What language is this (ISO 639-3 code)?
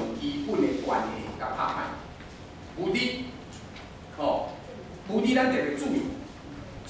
nan